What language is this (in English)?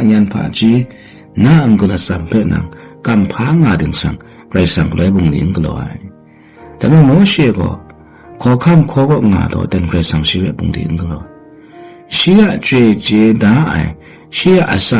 Kachin